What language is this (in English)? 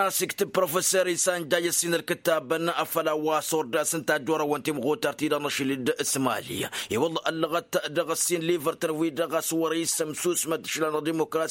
Tamasheq